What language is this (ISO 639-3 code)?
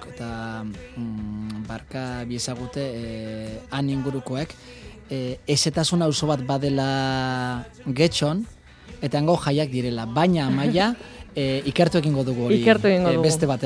eus